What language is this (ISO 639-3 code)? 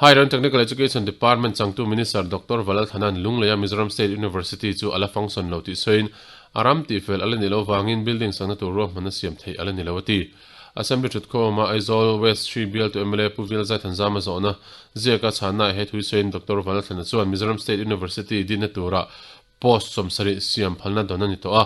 lus